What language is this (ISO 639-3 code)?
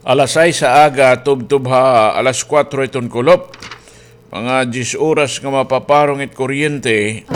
war